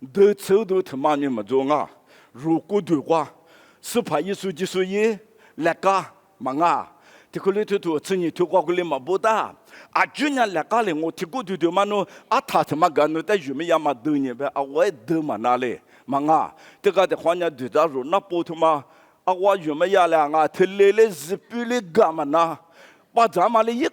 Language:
Lisu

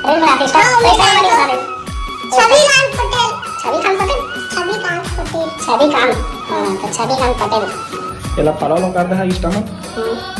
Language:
Chhattisgarhi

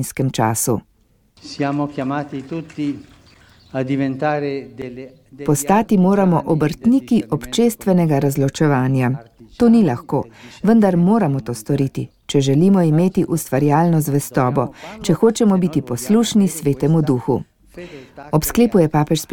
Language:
Slovenian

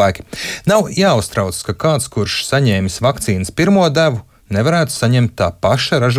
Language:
Latvian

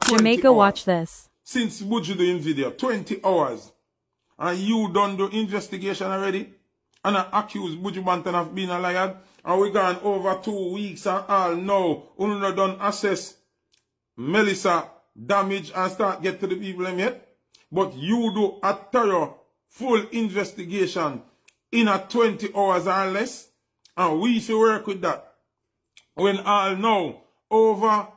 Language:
Jamaican Creole English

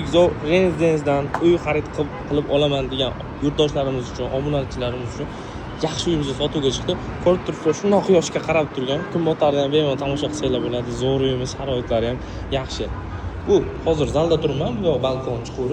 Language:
Uzbek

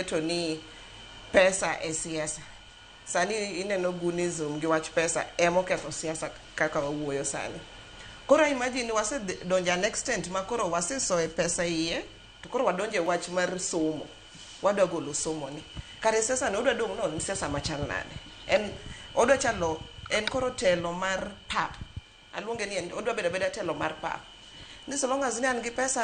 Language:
Luo (Kenya and Tanzania)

